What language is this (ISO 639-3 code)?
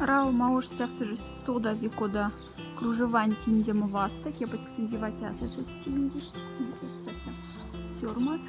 mdf